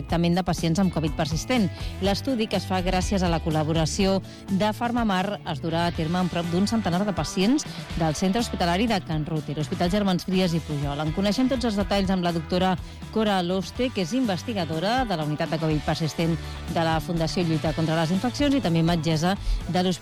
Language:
Catalan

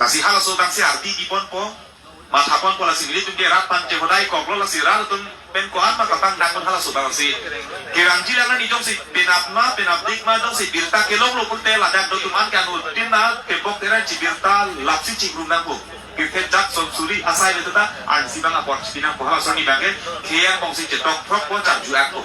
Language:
Karbi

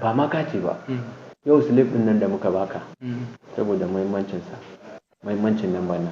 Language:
Hausa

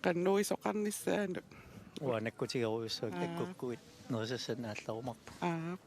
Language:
Kalaallisut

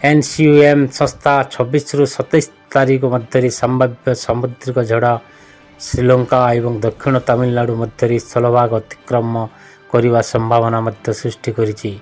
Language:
Odia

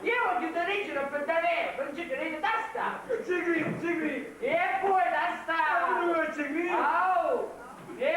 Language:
Sicilian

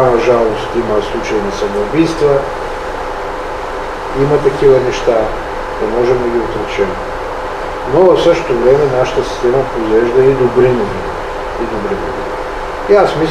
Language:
Bulgarian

